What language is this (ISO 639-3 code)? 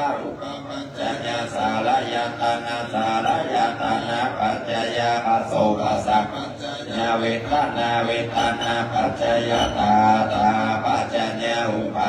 pli